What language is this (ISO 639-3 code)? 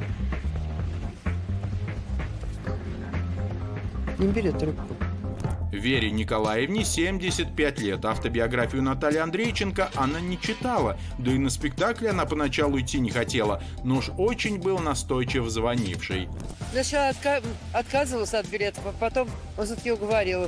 rus